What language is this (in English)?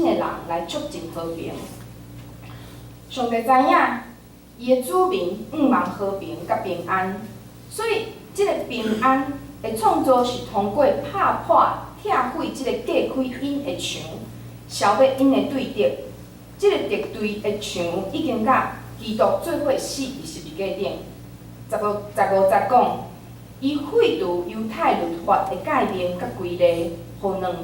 Min Nan Chinese